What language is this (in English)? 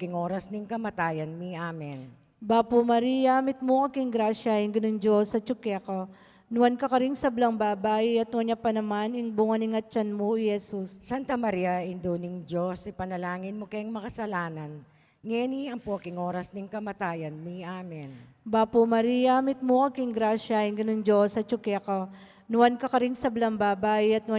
Pampanga